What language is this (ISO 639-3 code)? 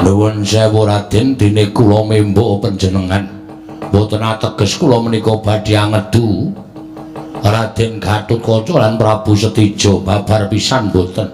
jav